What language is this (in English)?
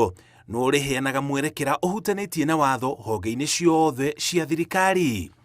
Kikuyu